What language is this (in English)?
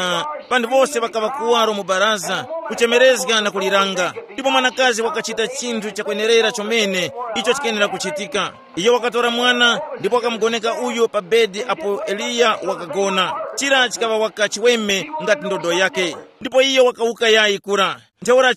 Tumbuka